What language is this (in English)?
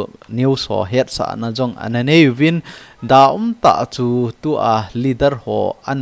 Thado Chin